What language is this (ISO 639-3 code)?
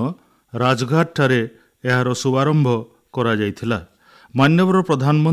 ori